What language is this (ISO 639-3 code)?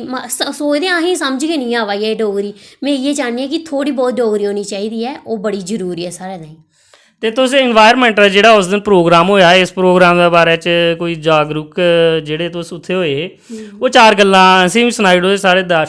doi